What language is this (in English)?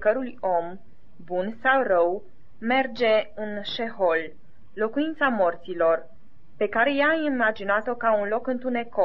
Romanian